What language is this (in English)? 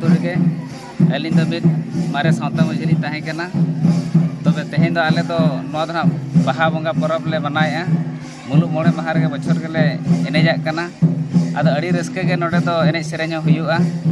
Santali